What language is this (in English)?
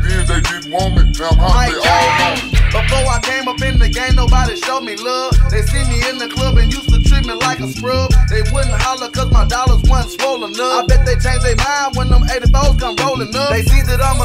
English